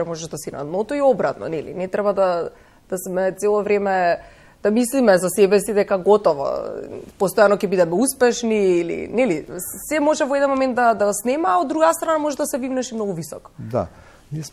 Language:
Macedonian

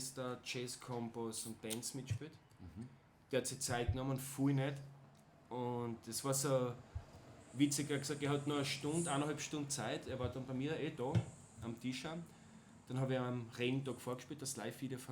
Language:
Bavarian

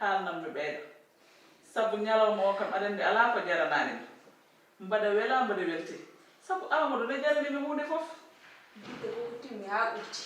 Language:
Fula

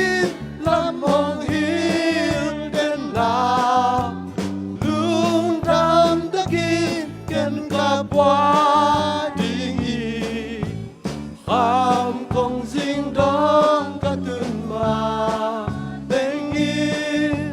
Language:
Tedim Chin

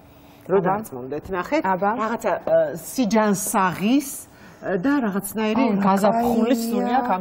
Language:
Georgian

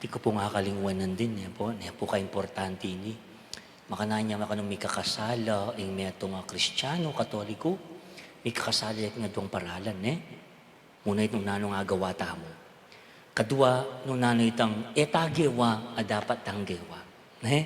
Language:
Pampanga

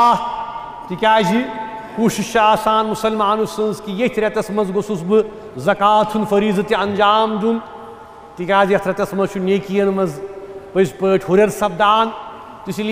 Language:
Kashmiri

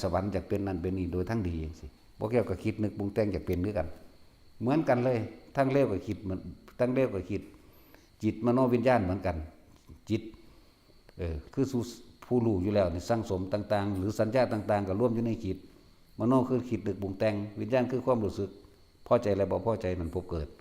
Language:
Northeastern Thai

